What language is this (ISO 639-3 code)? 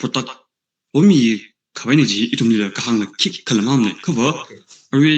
nmf